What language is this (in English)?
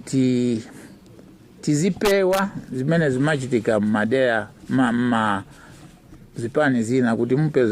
Nyanja